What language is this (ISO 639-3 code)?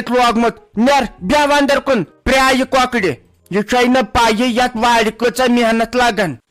kas